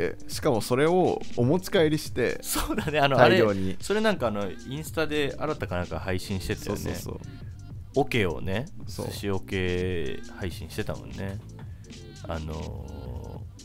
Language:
Japanese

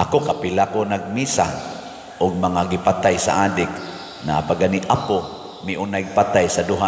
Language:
Cebuano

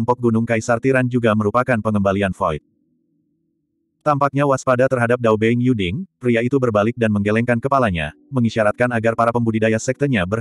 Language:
Indonesian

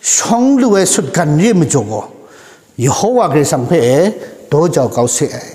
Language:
Kachin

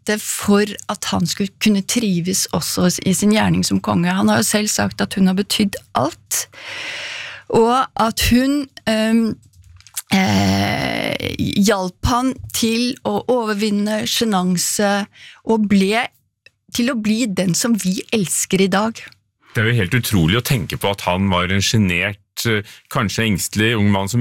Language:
Norwegian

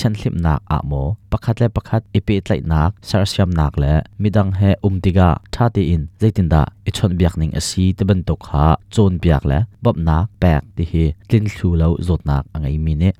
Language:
Hakha Chin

